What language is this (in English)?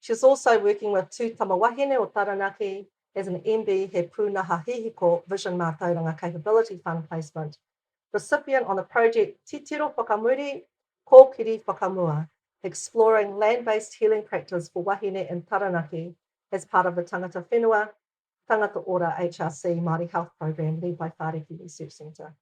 Māori